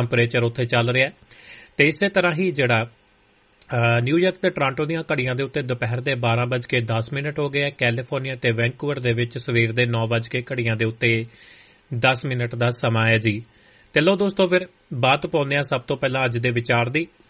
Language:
Punjabi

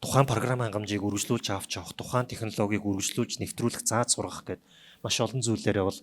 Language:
Mongolian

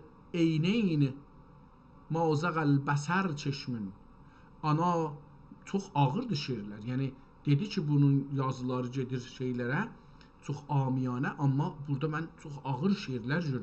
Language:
South Azerbaijani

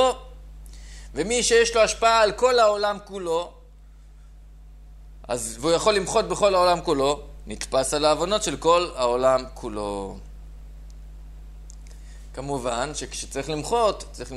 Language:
Hebrew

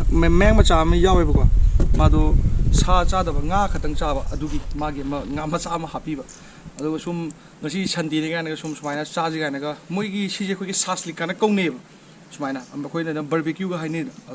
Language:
Manipuri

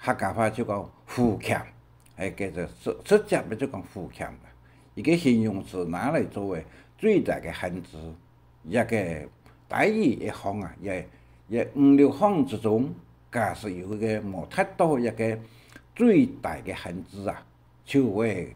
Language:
Hakka Chinese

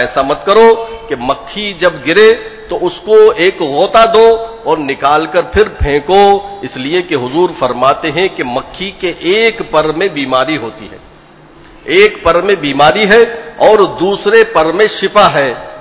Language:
Urdu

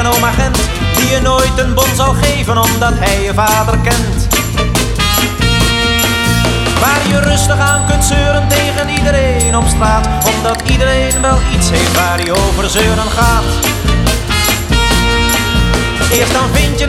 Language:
Dutch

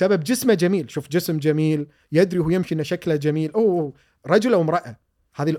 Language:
Gulf Arabic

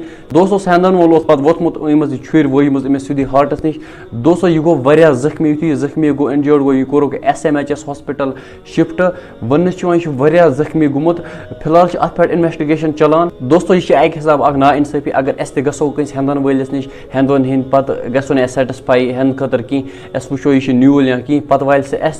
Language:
Kashmiri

